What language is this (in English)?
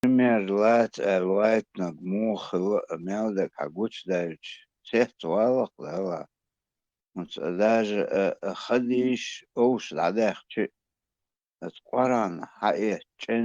Chechen